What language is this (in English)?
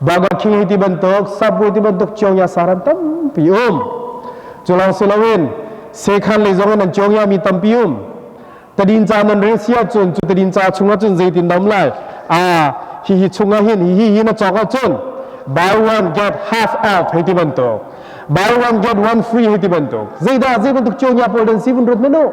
Hakha Chin